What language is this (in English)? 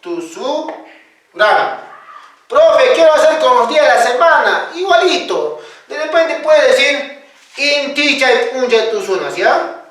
Quechua